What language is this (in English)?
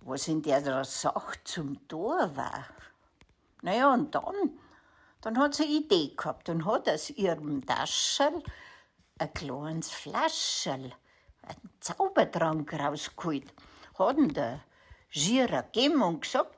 Bavarian